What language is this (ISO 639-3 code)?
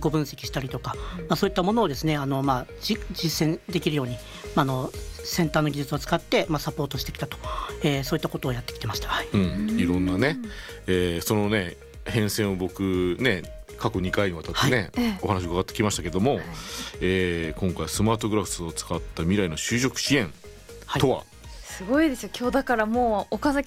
jpn